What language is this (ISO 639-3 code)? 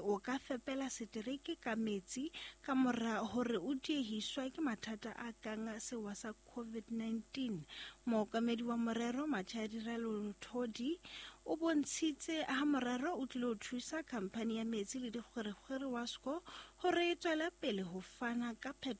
sot